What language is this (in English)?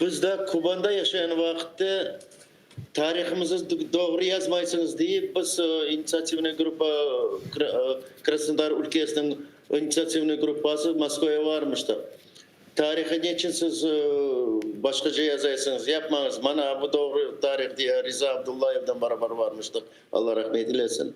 Crimean Tatar